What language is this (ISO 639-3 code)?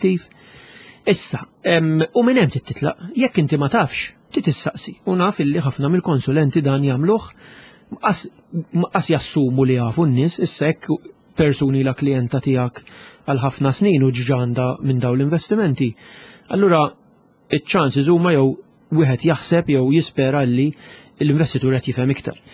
mlt